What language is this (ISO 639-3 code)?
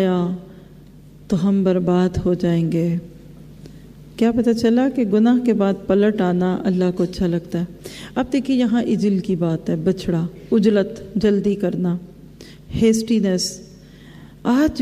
urd